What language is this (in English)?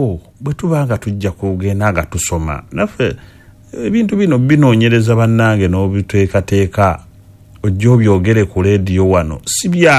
Ganda